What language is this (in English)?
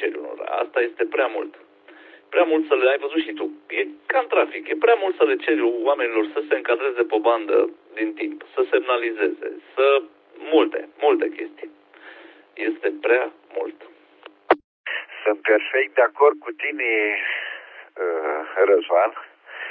Romanian